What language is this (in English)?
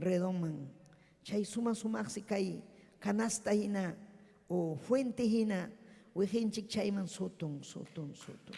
Ayacucho Quechua